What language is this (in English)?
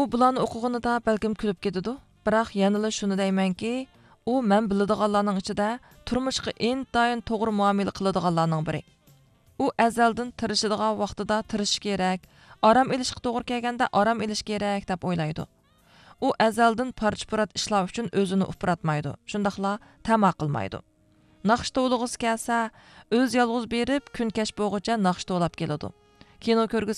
Uyghur